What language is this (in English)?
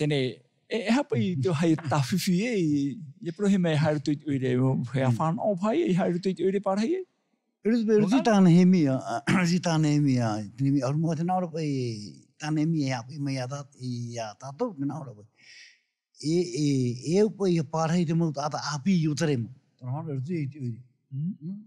Tahitian